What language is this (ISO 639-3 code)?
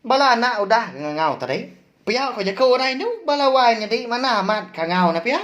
iba